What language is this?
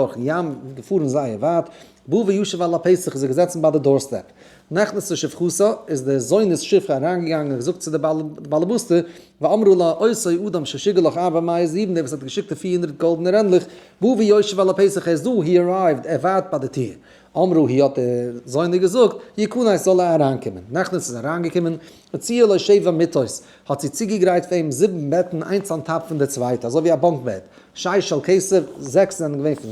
Yiddish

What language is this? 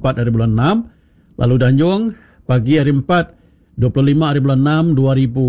Iban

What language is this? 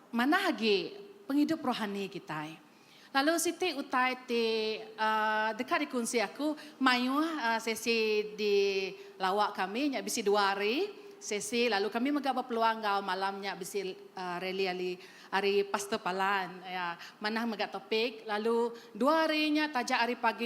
Iban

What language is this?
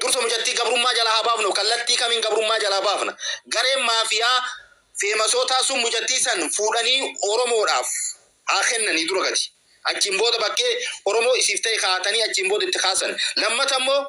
Oromo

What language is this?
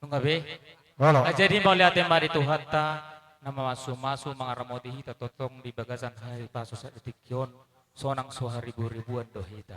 Batak Toba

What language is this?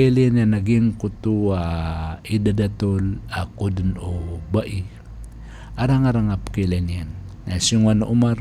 Maranao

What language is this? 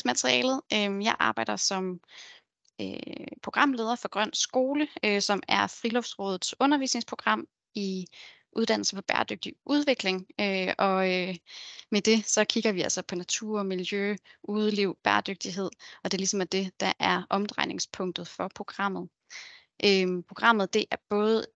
Danish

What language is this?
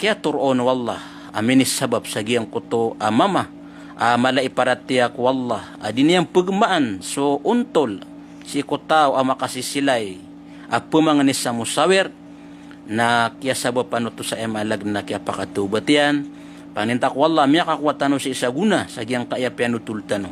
Maranao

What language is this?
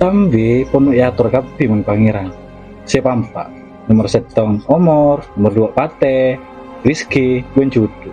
Madurese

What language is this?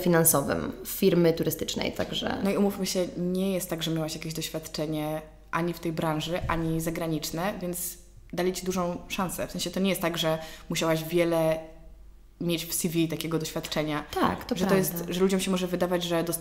Polish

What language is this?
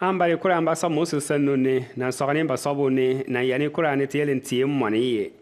Bimoba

